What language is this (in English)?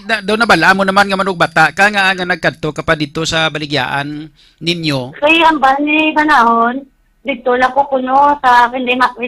Hiligaynon